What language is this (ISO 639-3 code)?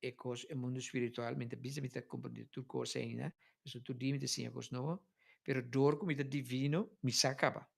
pap